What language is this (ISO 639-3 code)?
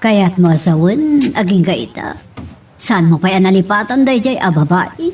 ilo